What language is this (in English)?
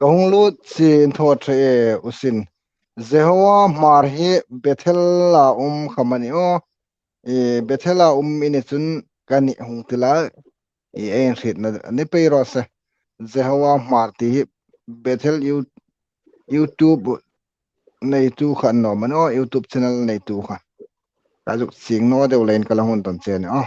Hmar